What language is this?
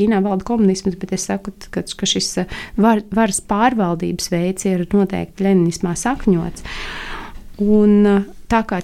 Latvian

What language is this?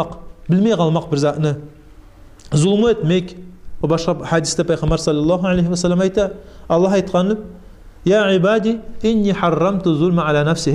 Kumyk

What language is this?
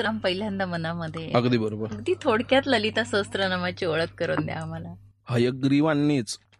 Marathi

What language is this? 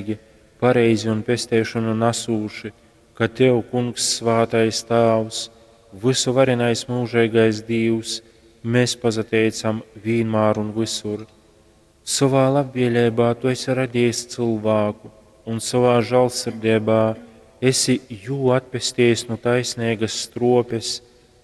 Latgalian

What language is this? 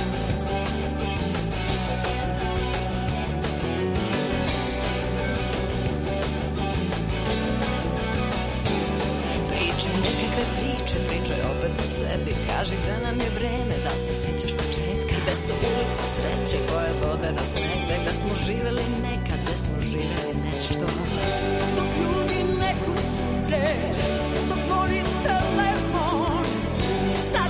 Serbian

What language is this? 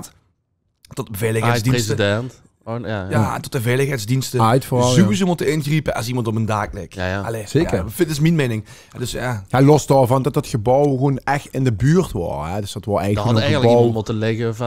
Limburgish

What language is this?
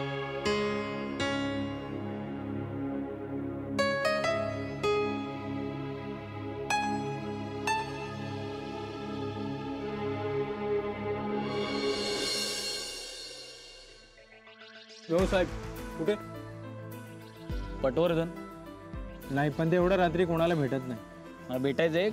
Marathi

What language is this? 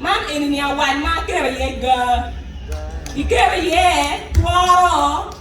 Acoli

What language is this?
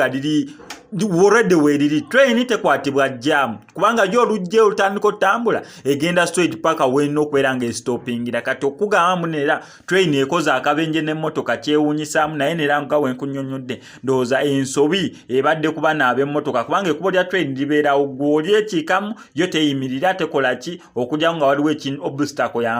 Ganda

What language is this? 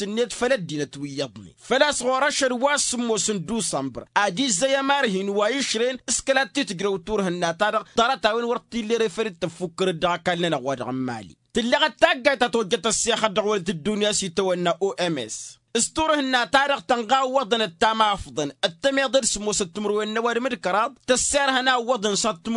Tamasheq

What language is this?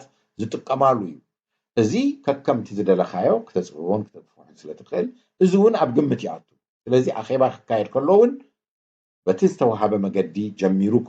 Tigrinya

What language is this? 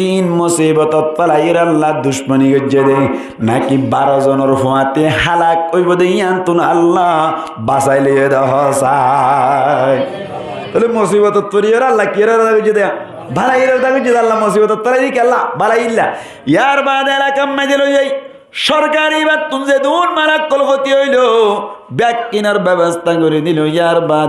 Rohingya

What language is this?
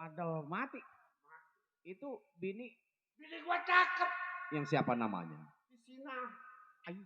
Betawi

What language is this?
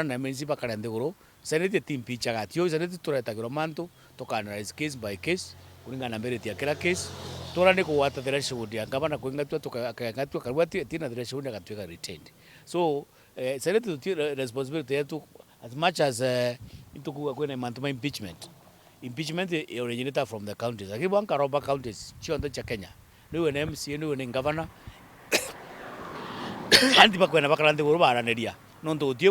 Meru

